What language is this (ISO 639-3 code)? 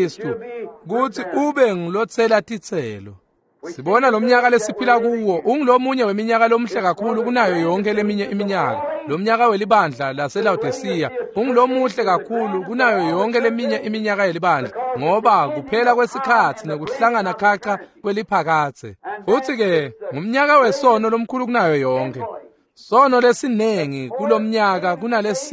ssw